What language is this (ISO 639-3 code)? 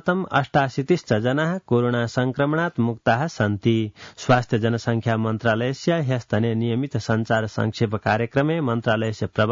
san